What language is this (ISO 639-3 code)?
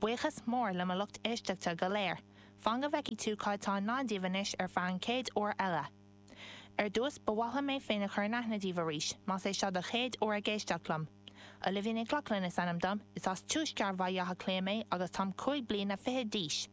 gle